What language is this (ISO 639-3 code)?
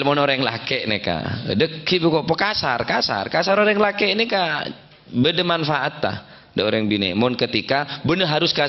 mad